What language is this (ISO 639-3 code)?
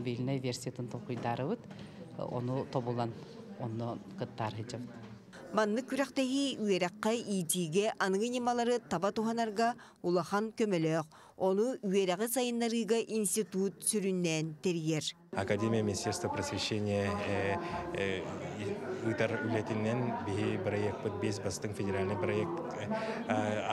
sah